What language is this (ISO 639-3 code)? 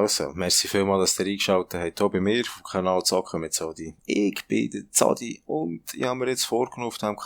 gsw